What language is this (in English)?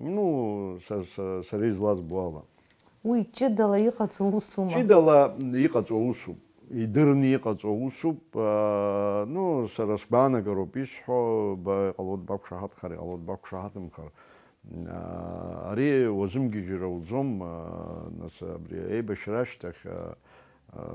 Abkhazian